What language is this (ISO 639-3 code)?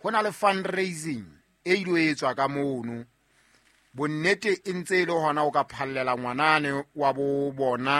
sot